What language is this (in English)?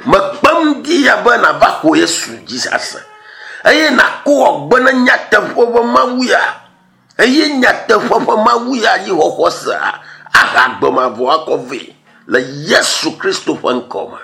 Ewe